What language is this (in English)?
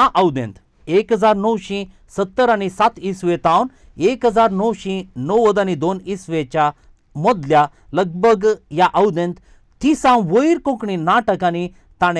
Konkani